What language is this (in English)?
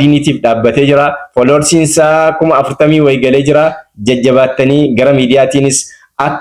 Oromo